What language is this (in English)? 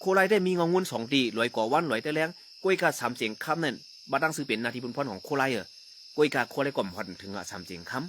Shan